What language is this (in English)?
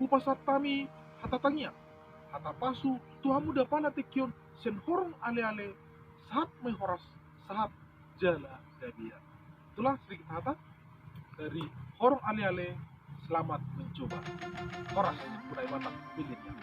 Batak Toba